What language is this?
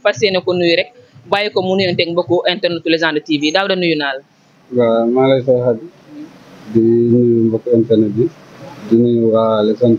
Wolof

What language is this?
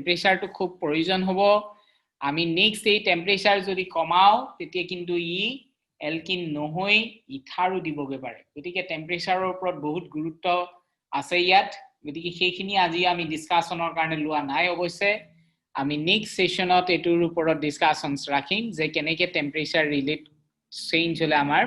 Assamese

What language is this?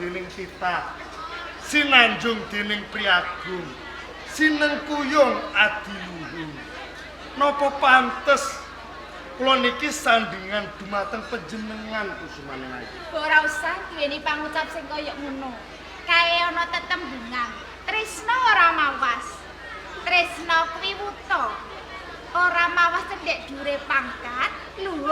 Javanese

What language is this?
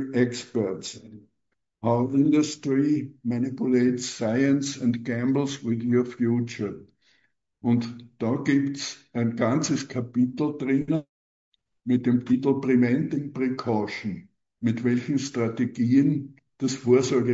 German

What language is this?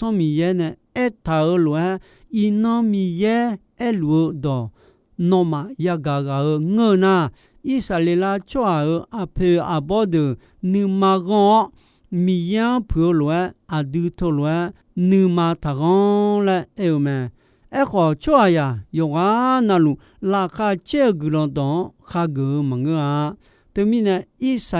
Akha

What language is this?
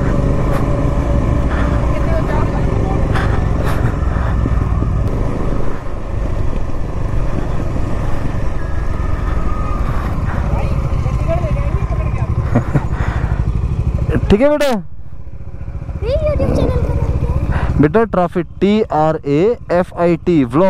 Hindi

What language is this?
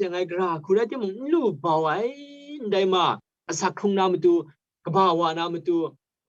Kachin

